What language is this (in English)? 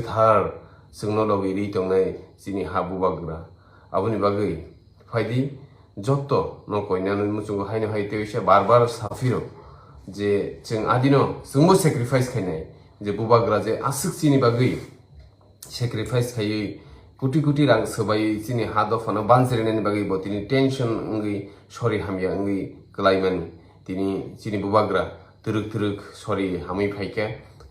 Kok Borok